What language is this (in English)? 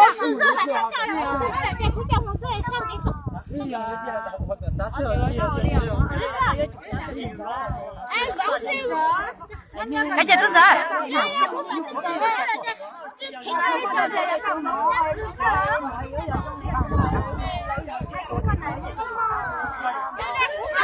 Hmong